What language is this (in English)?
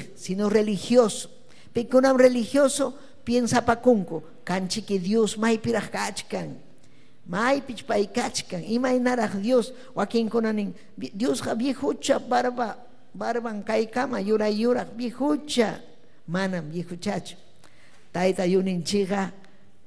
Ayacucho Quechua